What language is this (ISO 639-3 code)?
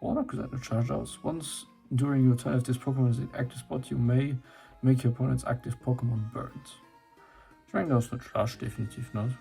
ltz